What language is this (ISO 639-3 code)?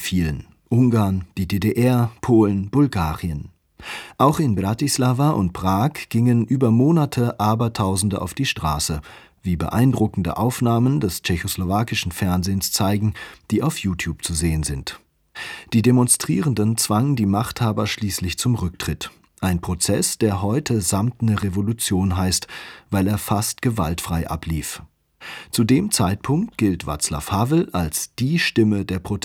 deu